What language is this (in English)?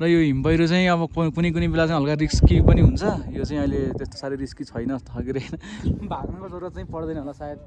Nepali